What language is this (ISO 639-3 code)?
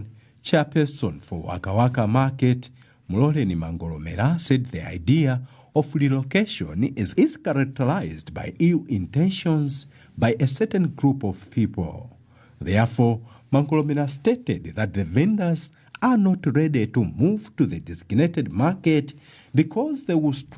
eng